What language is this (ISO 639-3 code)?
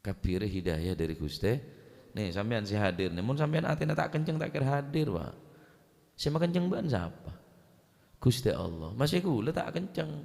mad